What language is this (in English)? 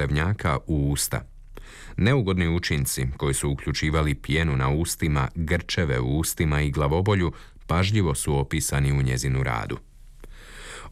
Croatian